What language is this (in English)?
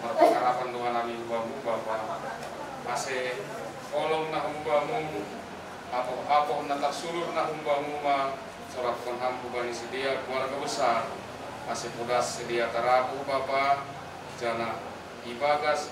Batak Simalungun